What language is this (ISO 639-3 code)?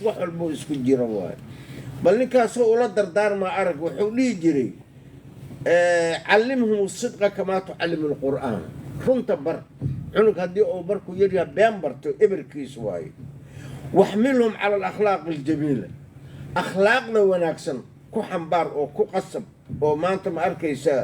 som